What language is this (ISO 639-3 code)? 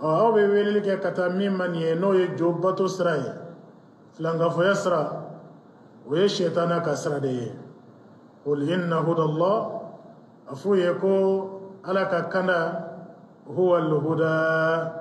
bam